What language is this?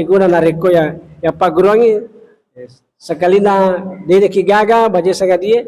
Buginese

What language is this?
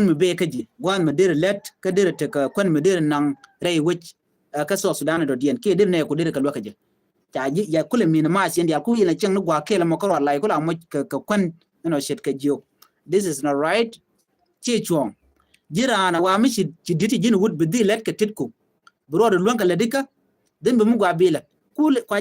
Nuer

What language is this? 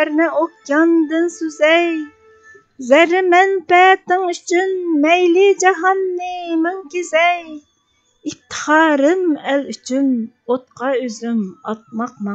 Uyghur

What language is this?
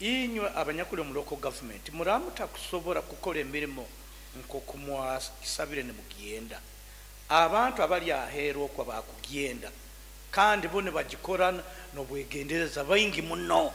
Nyankole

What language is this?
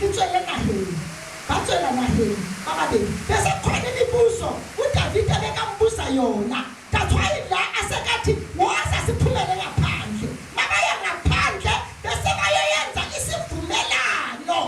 Zulu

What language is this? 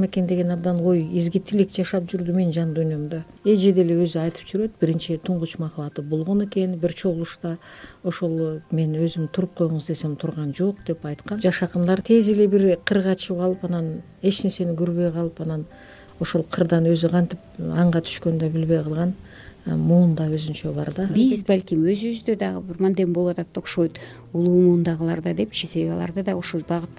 Kyrgyz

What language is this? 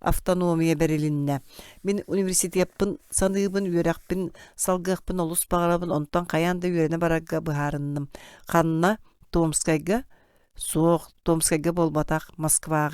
Yakut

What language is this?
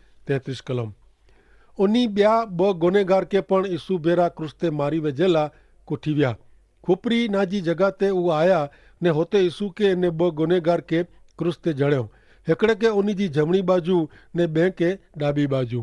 Kachhi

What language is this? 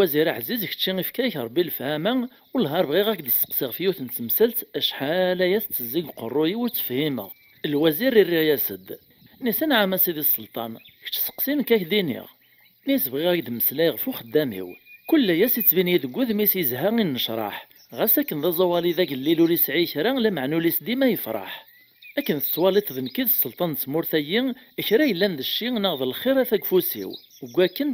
Kabyle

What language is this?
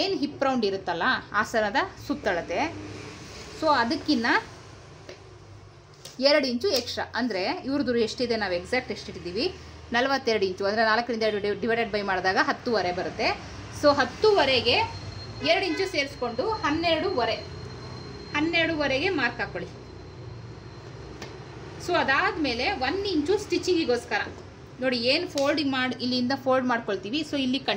Kannada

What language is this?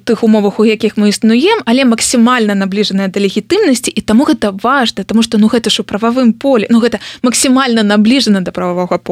Belarusian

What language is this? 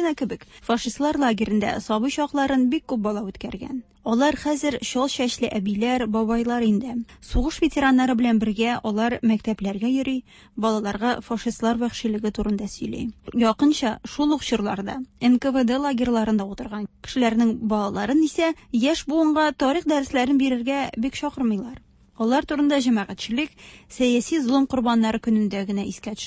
Tatar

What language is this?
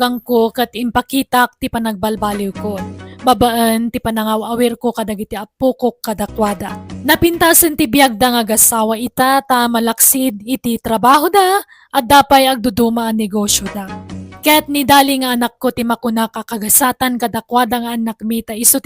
Iloko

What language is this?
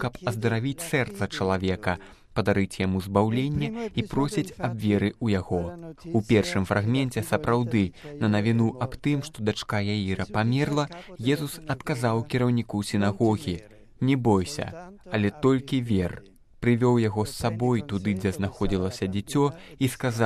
Belarusian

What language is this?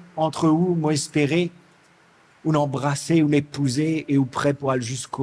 Morisyen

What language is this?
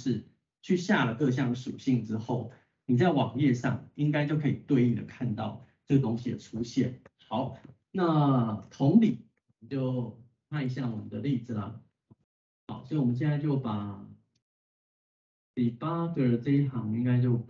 Chinese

